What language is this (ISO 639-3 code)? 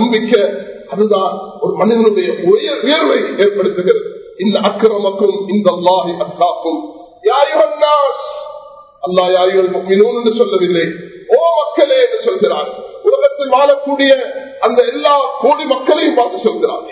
tam